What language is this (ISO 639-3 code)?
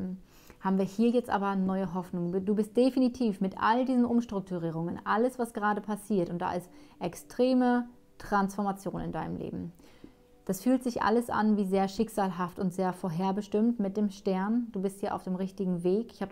deu